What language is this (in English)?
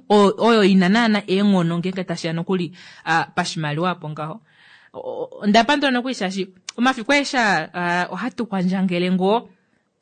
Kuanyama